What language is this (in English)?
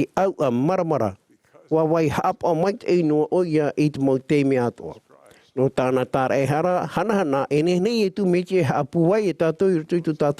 Tahitian